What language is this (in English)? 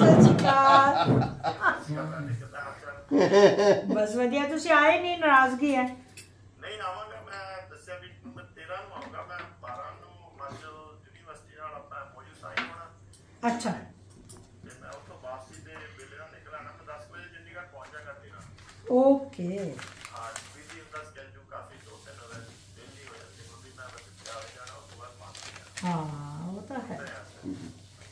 Punjabi